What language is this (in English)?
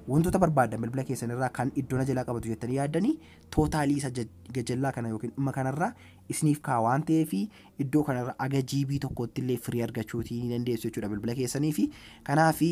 Oromo